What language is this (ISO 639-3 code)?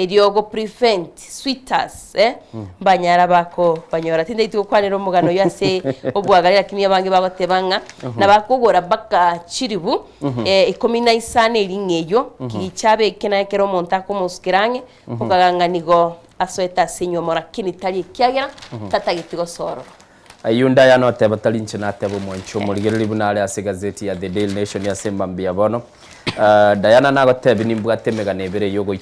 guz